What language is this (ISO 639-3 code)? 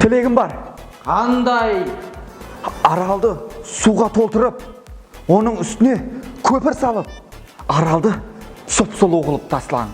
kaa